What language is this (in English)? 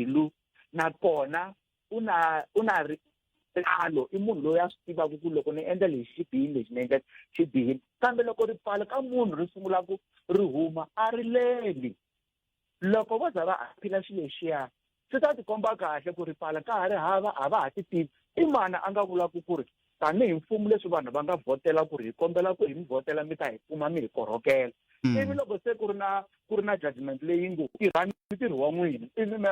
Tsonga